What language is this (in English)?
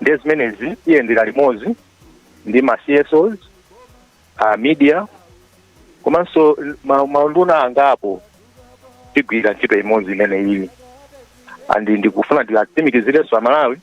Nyanja